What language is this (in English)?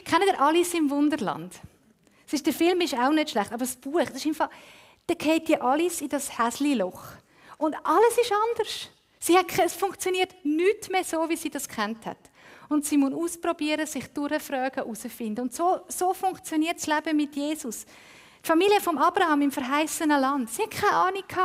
Swiss German